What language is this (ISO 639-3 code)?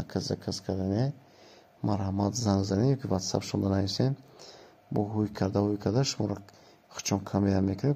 tgk